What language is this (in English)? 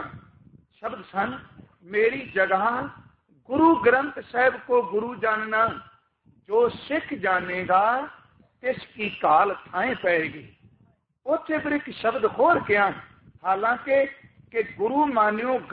Punjabi